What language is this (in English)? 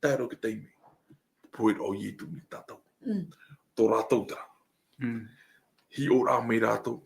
Tahitian